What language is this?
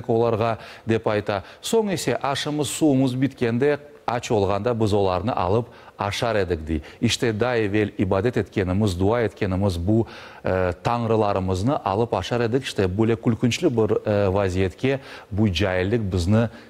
Crimean Tatar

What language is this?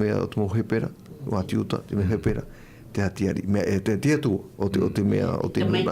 Tahitian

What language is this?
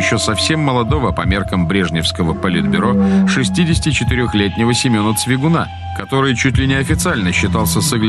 Russian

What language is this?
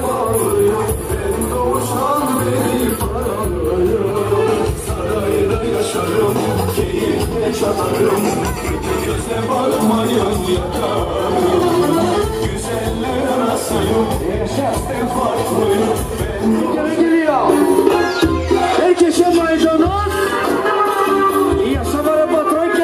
Turkish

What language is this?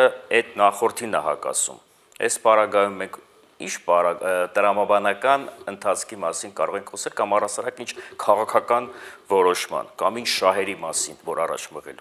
Armenian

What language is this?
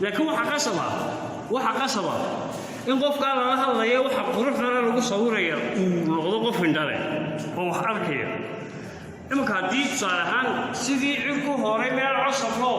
Somali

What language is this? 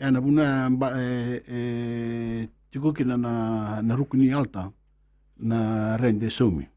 Fijian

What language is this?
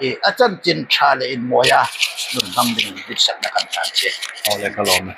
Hmar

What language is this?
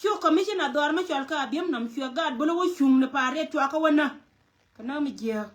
Nuer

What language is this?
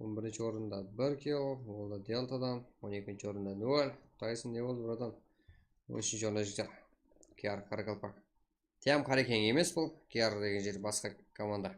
Kara-Kalpak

